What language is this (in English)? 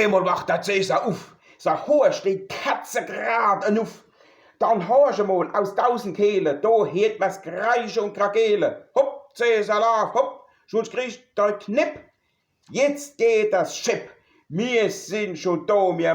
Palatine German